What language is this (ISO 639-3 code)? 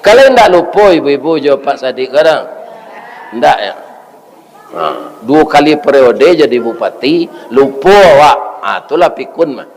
min